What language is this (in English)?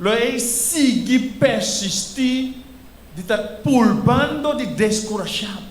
Papiamento